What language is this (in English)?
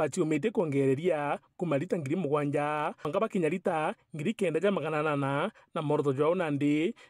Meru